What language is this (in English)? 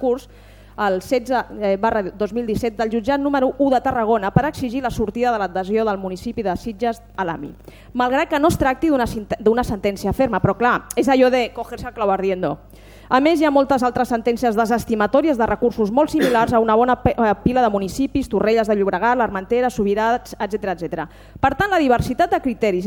Catalan